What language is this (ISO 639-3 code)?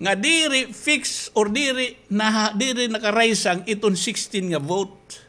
war